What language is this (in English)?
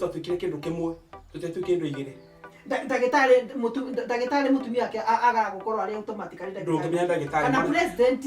Kikuyu